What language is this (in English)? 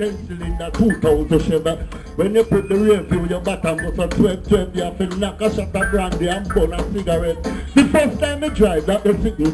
Jamaican Creole English